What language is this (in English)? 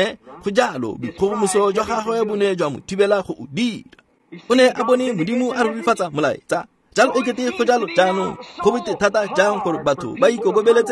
Tswana